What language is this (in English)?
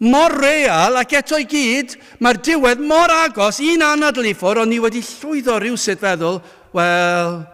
Welsh